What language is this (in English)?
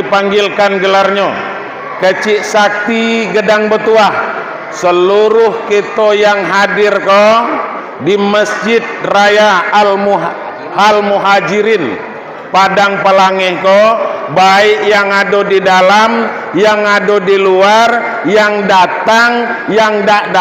Minangkabau